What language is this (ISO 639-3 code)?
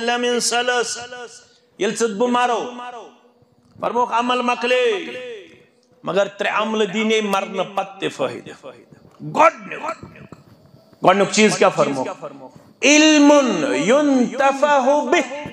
kas